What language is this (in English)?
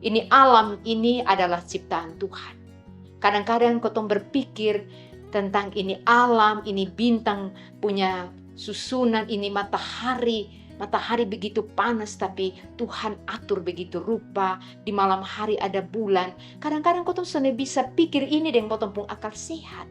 Kupang Malay